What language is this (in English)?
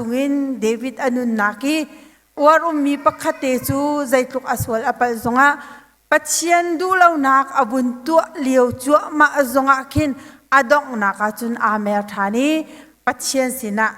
Hakha Chin